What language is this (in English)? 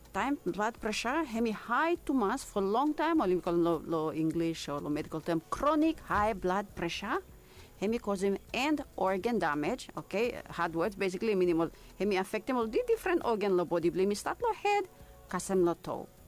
Bislama